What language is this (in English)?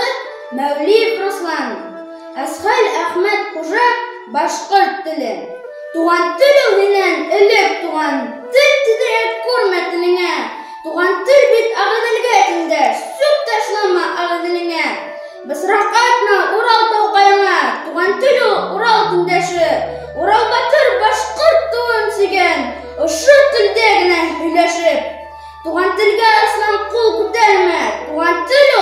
Bashkir